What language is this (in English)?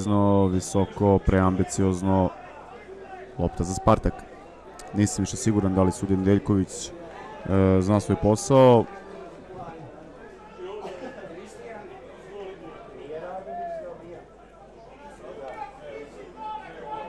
Serbian